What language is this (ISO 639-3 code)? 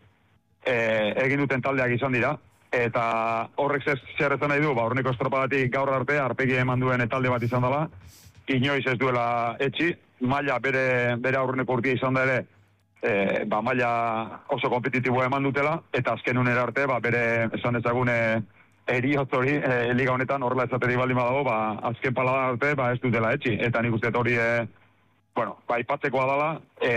eus